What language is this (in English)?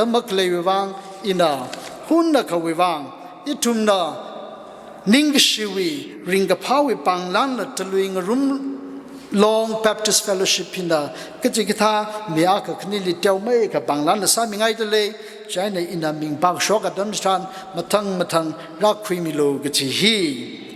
Tangkhul Naga (India)